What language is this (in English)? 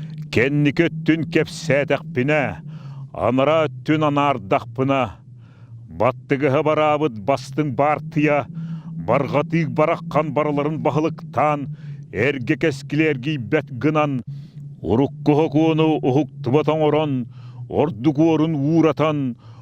Yakut